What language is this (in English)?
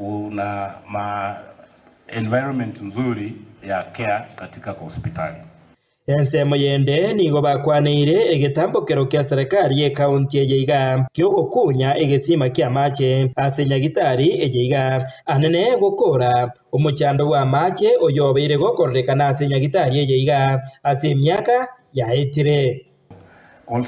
Gusii